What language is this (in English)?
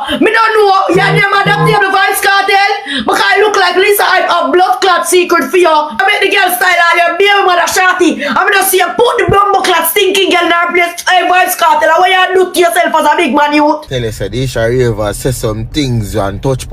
Jamaican Creole English